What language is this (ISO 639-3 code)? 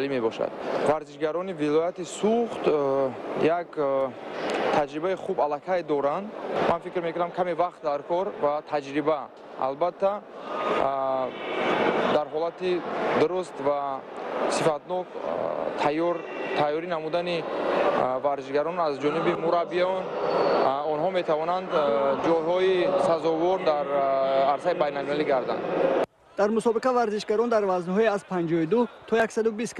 tgk